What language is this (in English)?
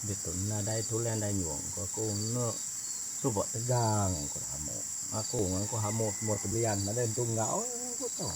Iban